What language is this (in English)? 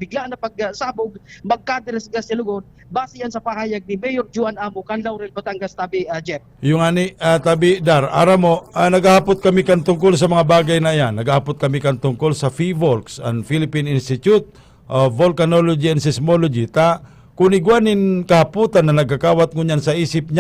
Bikol